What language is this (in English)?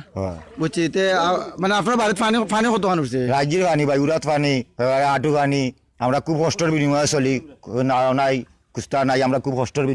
Sylheti